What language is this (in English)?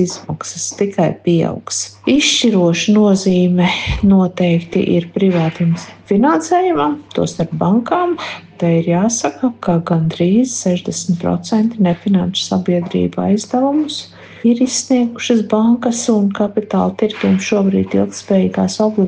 Latvian